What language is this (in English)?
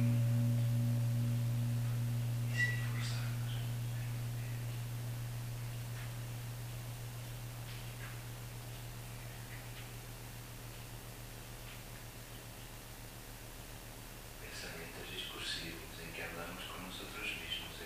Spanish